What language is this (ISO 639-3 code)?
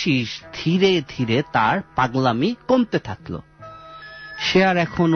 ben